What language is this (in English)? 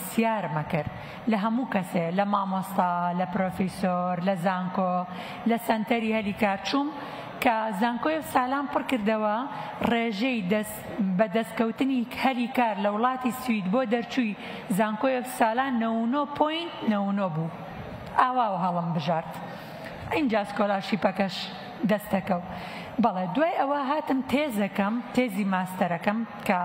Central Kurdish